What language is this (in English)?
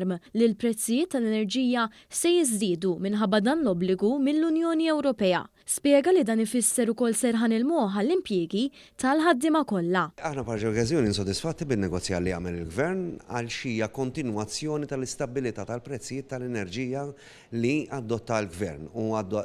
Maltese